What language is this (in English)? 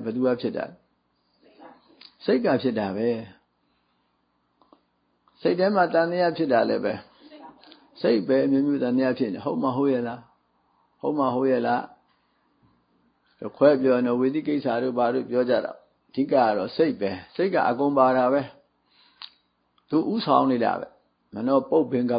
Burmese